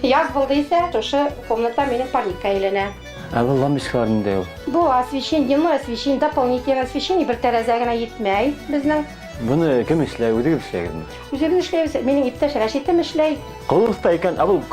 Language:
Bashkir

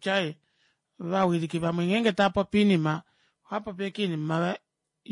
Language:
Kuanyama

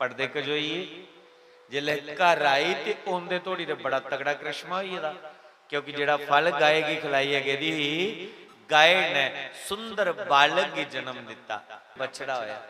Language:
Dogri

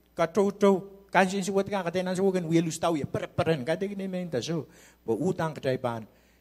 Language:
Pohnpeian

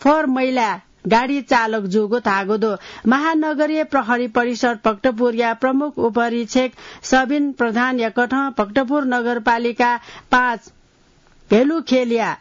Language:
Newari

